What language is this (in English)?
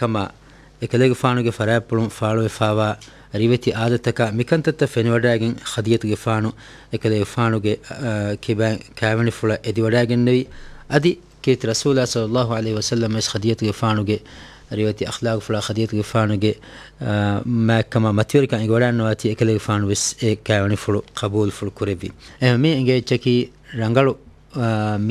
Divehi